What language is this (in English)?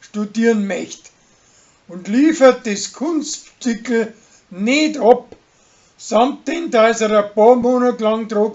Bavarian